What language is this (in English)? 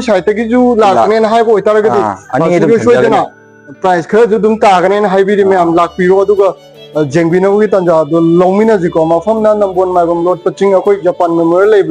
Manipuri